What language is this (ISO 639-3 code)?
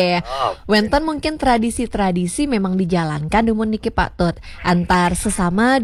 ban